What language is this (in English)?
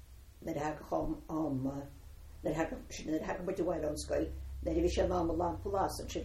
Irish